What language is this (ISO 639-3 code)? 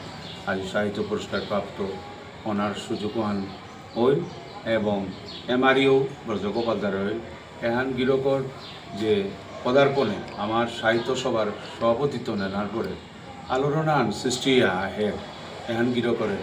bpy